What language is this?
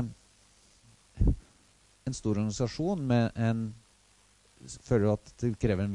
Norwegian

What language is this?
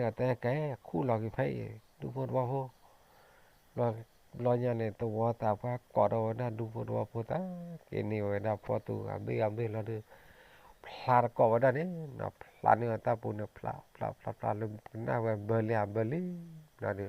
S'gaw Karen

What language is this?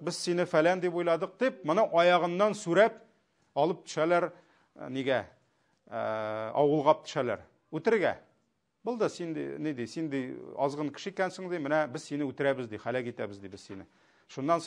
Tatar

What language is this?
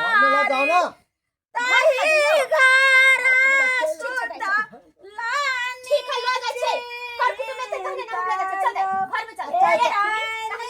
Maithili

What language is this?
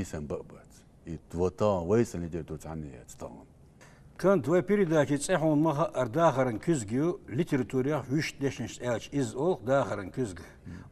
Chechen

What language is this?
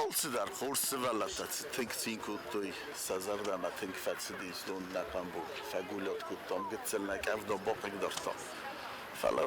Ossetic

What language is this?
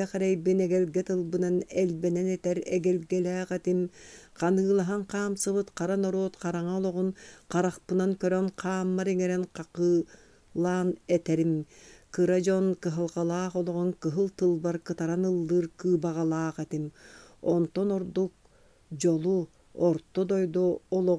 Yakut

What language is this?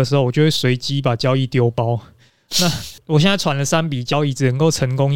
Chinese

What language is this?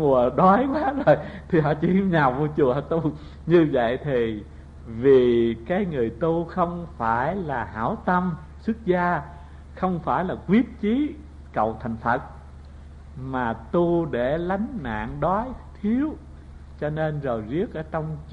Vietnamese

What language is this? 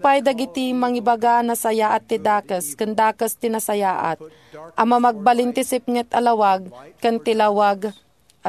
Iloko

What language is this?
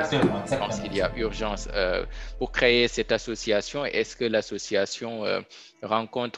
French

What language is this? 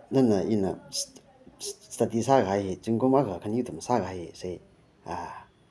Tangkhul Naga (India)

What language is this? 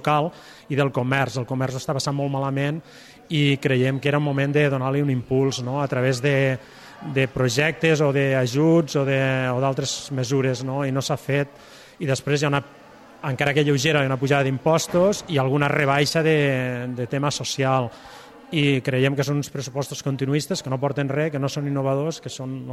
Catalan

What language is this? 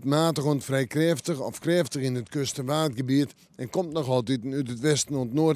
Western Frisian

